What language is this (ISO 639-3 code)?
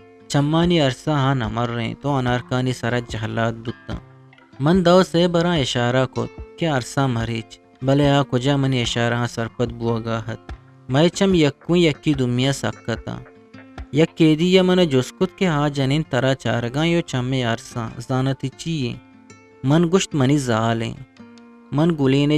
bgp